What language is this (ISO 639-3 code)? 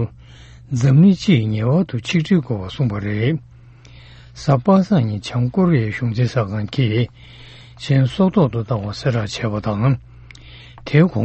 bod